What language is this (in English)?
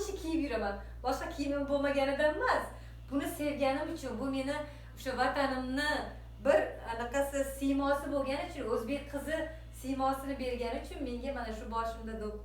Uzbek